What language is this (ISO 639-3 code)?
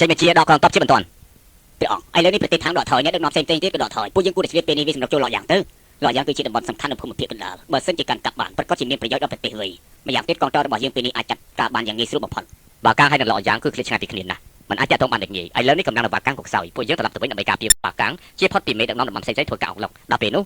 khm